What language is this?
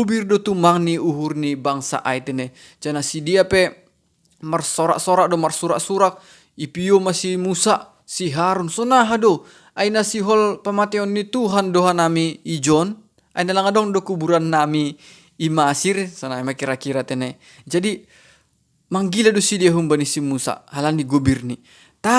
Batak Simalungun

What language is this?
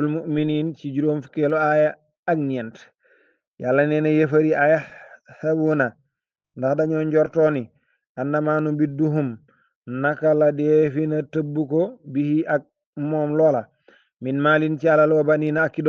Wolof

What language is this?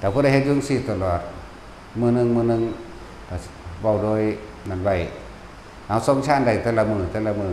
Northeastern Thai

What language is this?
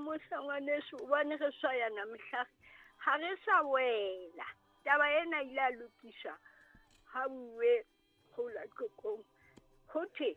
Southern Sotho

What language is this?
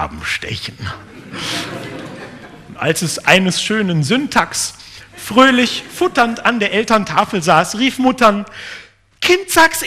German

